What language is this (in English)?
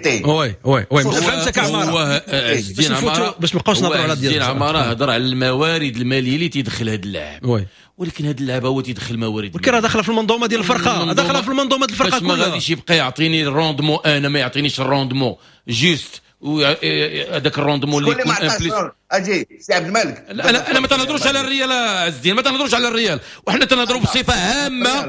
Moroccan Arabic